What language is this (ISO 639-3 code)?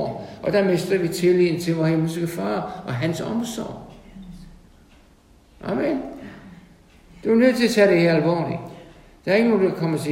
dan